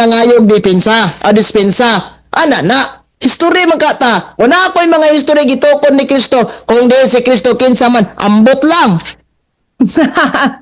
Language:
Cebuano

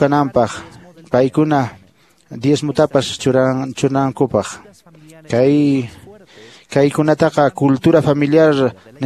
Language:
Quechua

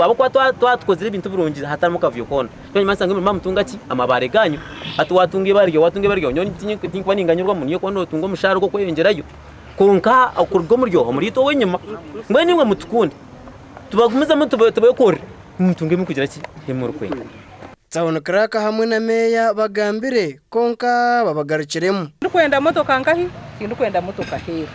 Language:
Nyankole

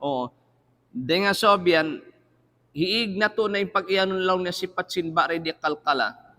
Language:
Tausug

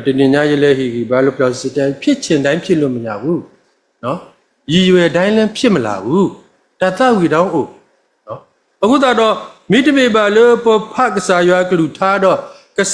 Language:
S'gaw Karen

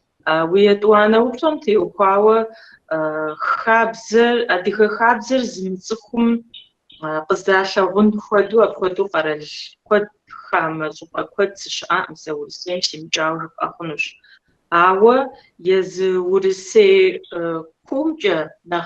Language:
Kabardian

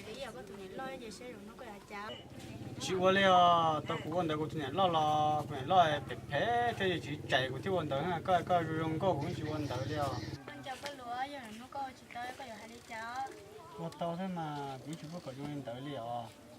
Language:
Hmong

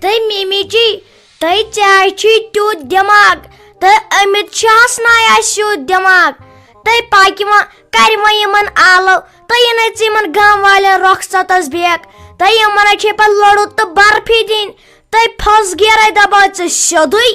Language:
Kashmiri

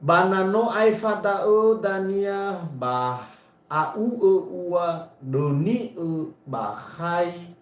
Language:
Nias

